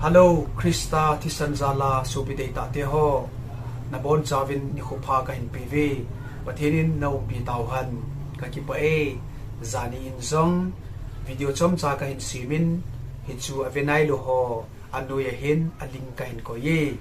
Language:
Thado Chin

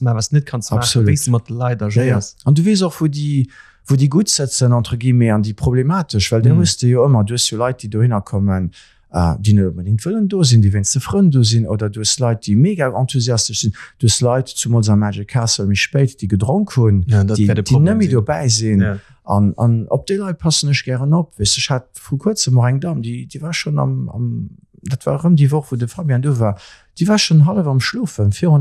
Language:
Luxembourgish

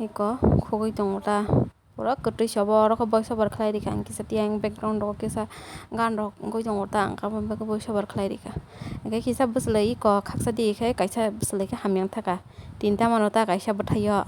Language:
Kok Borok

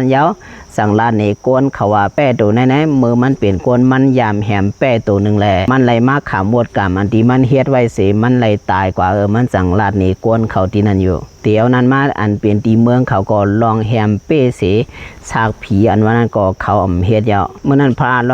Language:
Shan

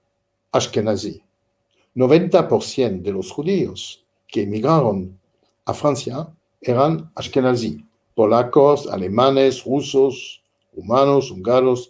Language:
Ladino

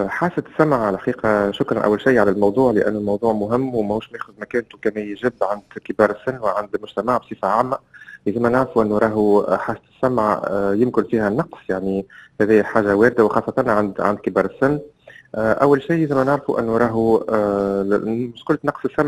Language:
Tunisian Arabic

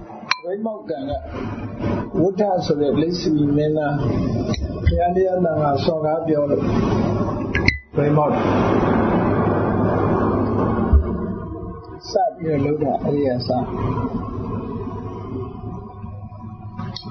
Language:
Burmese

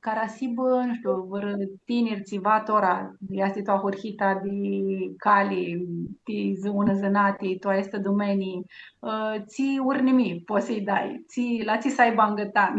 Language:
Aromanian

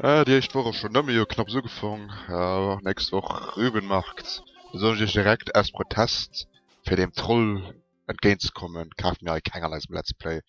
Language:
Luxembourgish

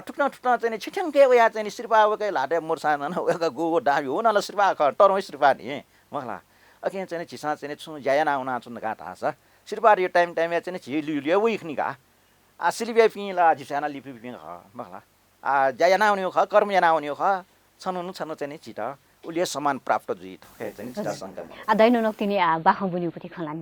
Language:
Newari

